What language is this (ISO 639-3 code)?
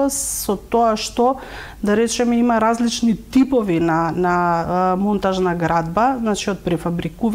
mkd